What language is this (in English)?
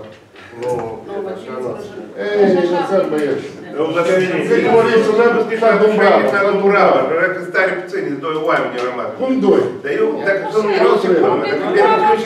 Romanian